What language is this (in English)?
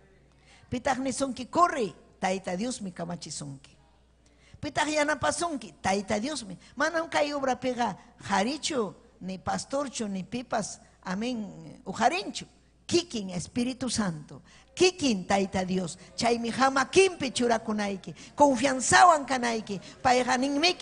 Ayacucho Quechua